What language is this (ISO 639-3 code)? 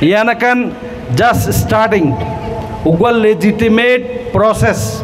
rhg